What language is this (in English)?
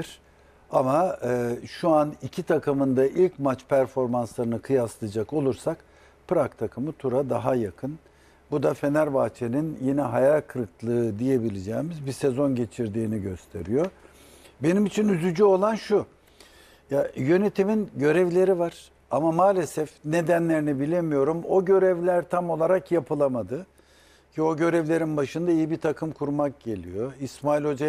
Turkish